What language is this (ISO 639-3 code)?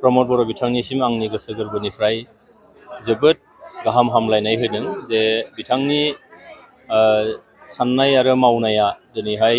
brx